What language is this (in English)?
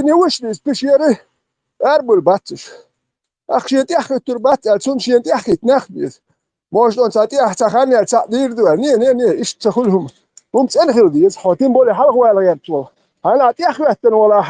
Chechen